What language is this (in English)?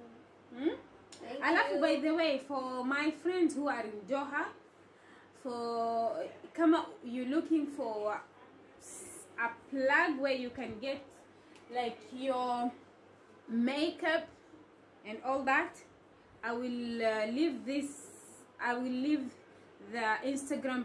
Swahili